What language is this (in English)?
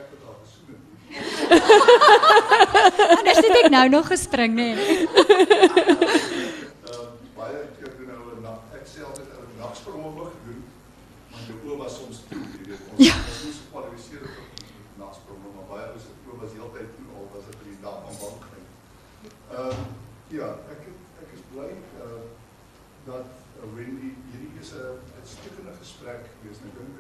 Afrikaans